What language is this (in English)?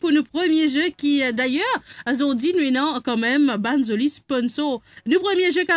Morisyen